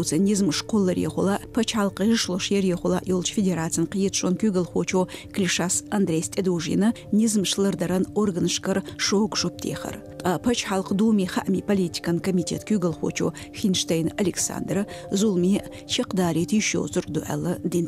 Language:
Chechen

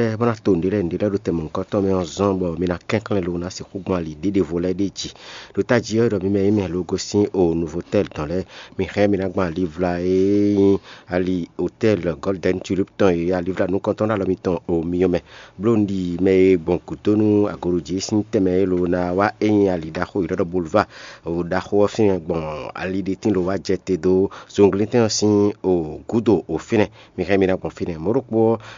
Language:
Fon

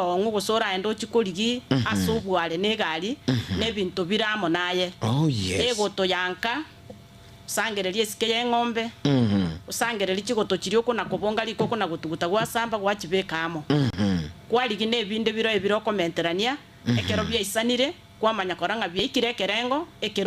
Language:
Gusii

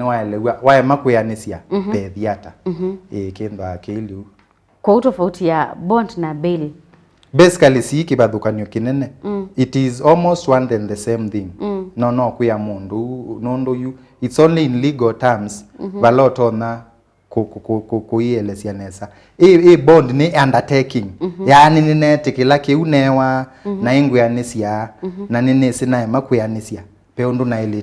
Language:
Kamba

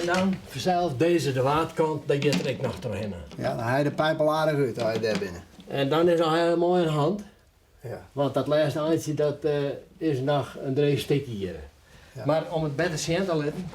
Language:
Western Frisian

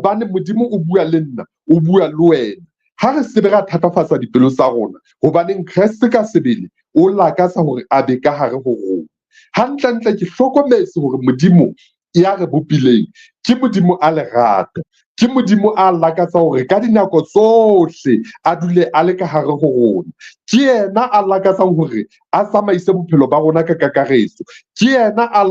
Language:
Southern Sotho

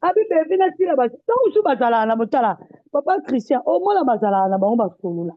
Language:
Lingala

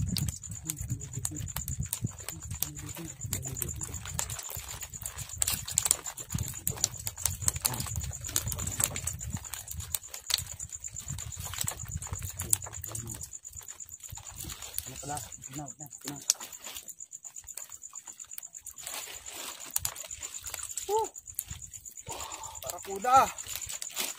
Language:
Filipino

